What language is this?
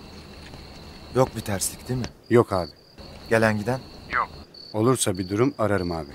Turkish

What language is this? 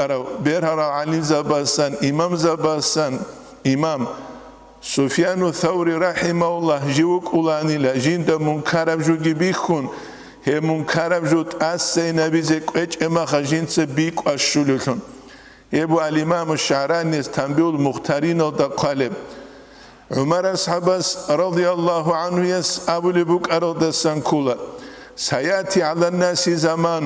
Avaric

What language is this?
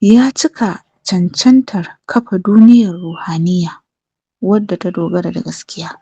Hausa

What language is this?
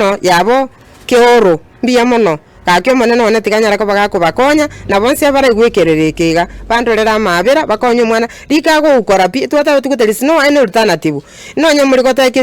Gusii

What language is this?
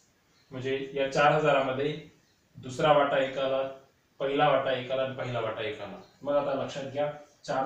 Marathi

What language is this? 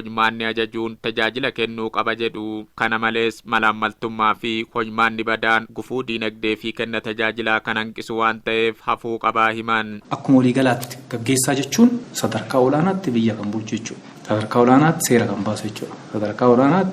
Oromo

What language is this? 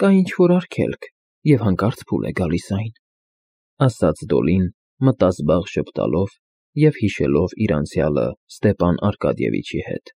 Armenian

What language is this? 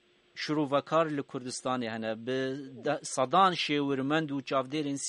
Kurdish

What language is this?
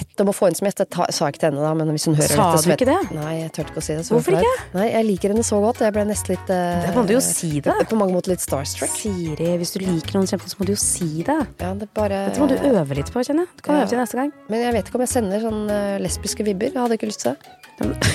Norwegian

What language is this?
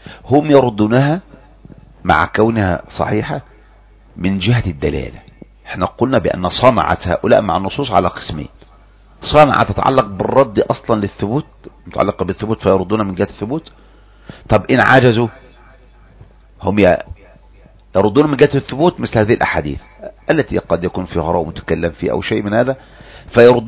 Arabic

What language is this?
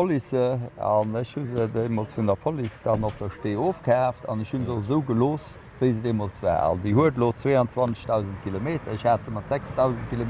Luxembourgish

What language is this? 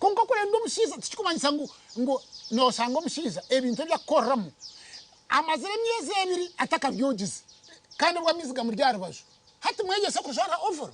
Nyankole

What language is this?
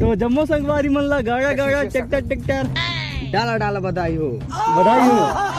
Chhattisgarhi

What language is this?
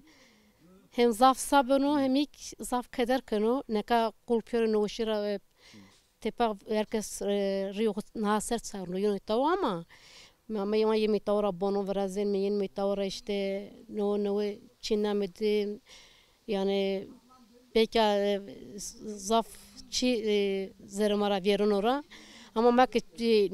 Zaza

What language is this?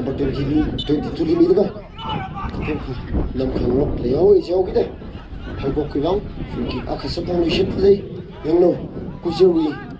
Tangkhul Naga (India)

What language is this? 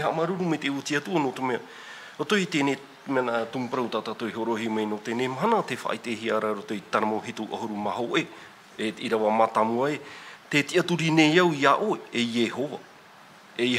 Tahitian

